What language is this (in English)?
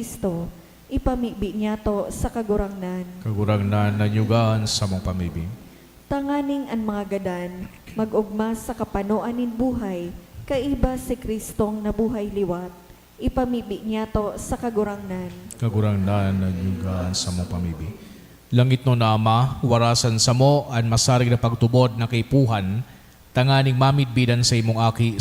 Bikol